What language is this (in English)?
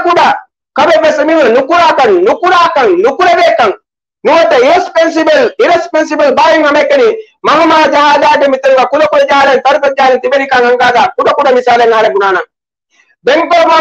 Divehi